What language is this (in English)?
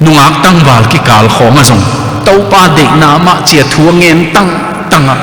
Tedim Chin